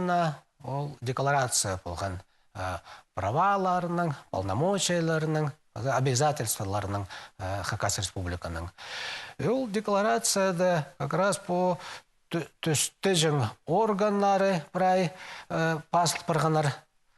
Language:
Khakas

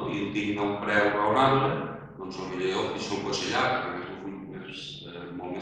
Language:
Catalan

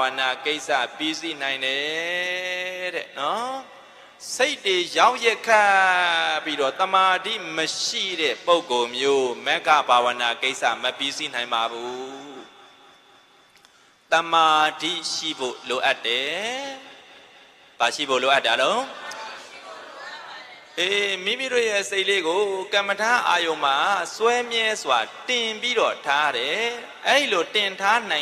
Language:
Burmese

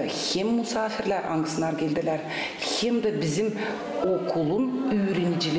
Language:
Gagauz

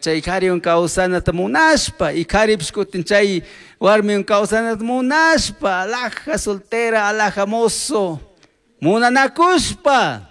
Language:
Chimborazo Highland Quichua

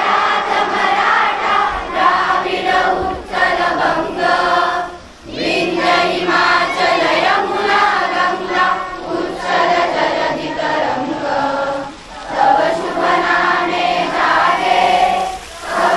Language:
Marathi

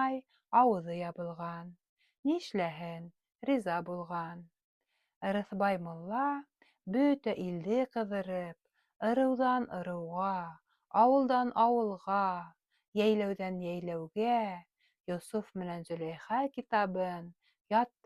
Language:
Bashkir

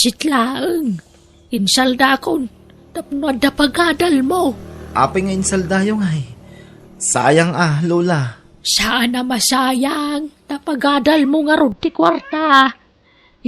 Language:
Iloko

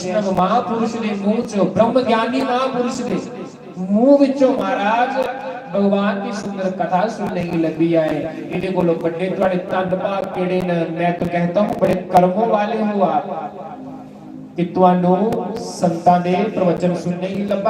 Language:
Dogri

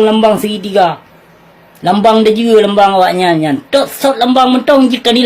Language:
Achinese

